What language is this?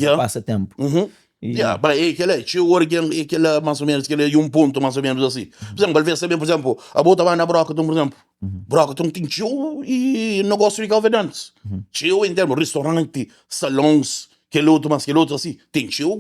Kabuverdianu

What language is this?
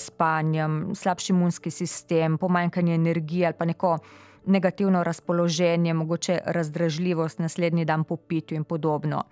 Slovenian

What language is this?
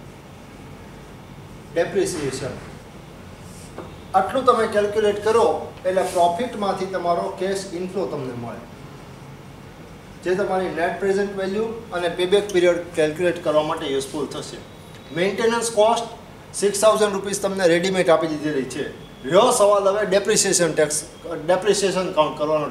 Gujarati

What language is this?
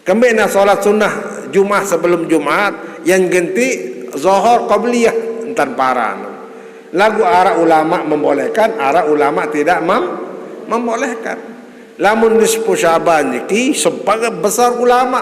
Sasak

